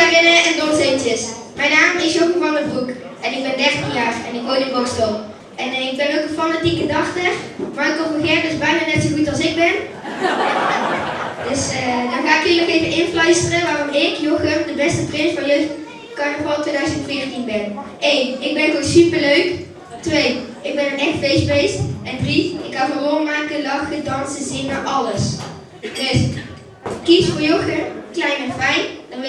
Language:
Dutch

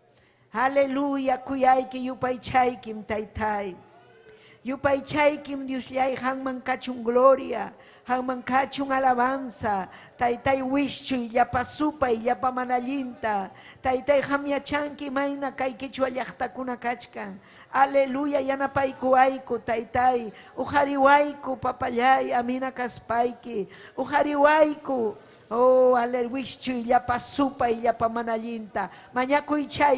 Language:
Ayacucho Quechua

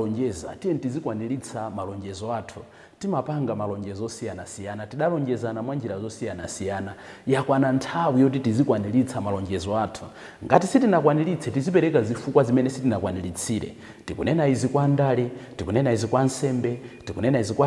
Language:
Nyanja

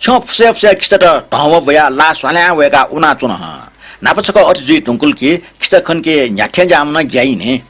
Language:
Newari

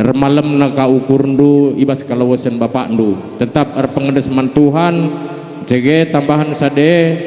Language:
Batak Karo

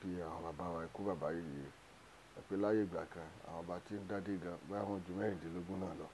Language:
Yoruba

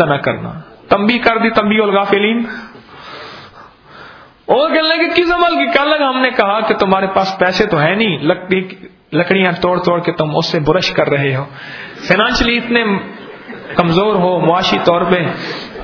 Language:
Urdu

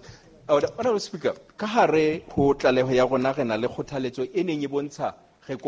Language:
Southern Sotho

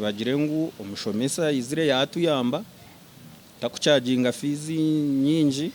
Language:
Nyankole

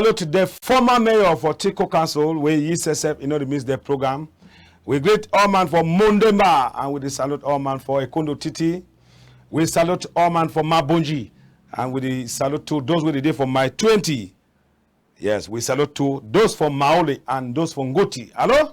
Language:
Cameroon Pidgin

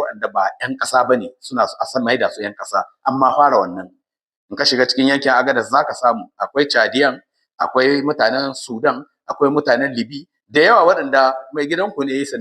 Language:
Hausa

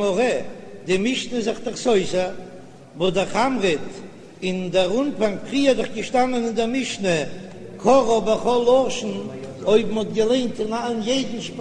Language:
Yiddish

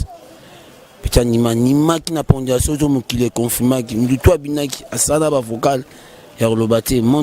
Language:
Lingala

